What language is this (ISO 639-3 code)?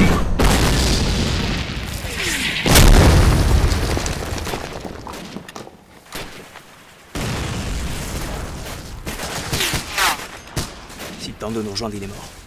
fra